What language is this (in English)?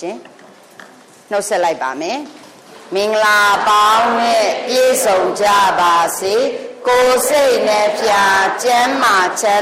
Burmese